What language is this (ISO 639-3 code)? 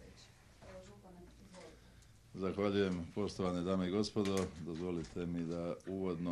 hrv